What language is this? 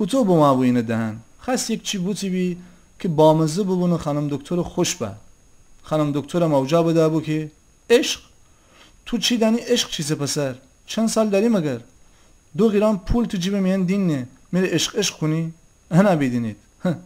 Gilaki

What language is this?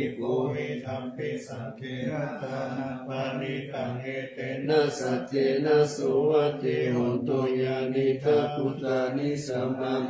Pali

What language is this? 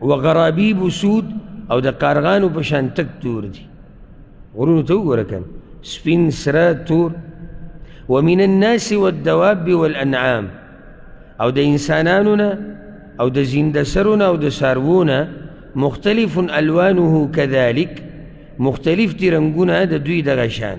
Pashto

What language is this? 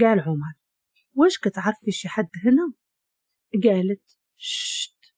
Moroccan Arabic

